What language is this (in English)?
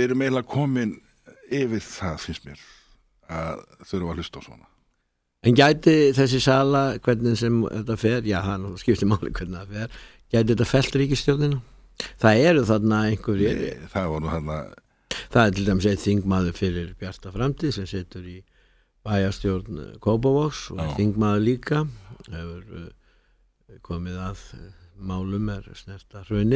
Icelandic